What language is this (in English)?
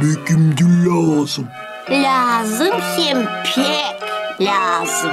Gagauz